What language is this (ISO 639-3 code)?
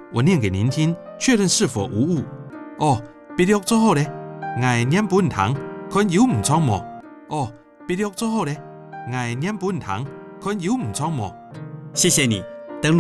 hak